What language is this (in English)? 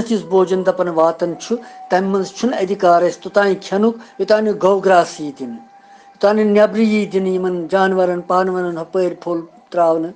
Kashmiri